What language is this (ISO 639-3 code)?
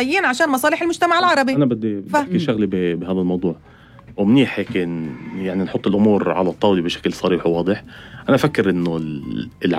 apc